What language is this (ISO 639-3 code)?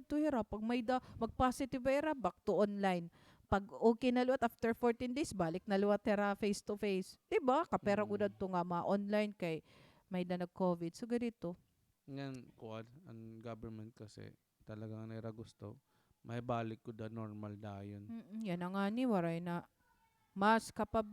war